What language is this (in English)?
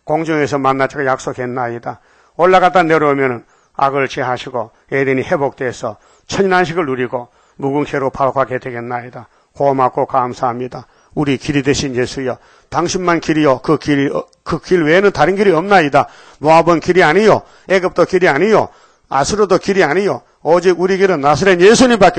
Korean